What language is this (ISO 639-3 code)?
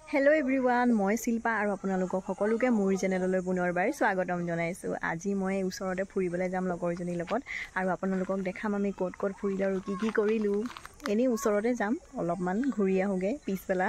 asm